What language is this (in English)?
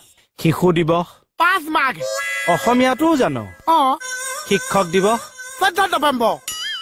Assamese